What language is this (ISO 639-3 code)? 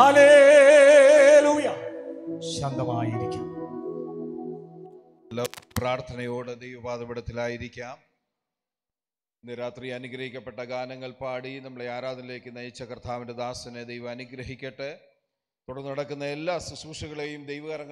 mal